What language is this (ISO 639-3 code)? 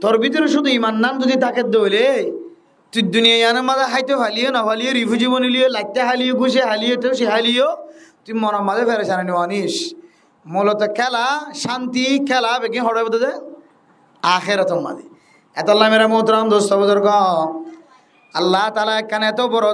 rhg